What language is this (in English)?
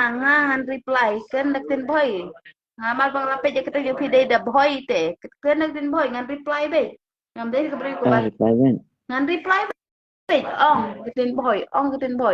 Khasi